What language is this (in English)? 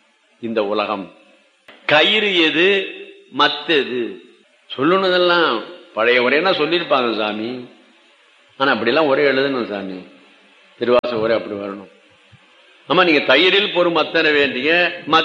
Tamil